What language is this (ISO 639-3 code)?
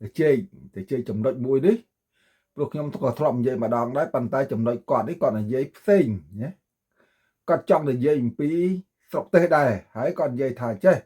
khm